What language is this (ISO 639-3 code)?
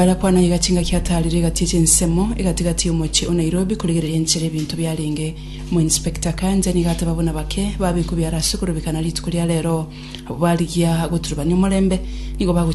guz